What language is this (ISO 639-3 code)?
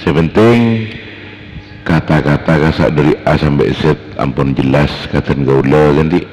mad